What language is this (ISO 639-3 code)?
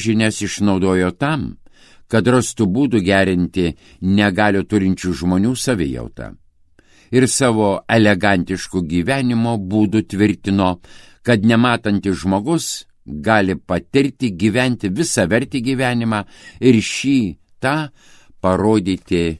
lit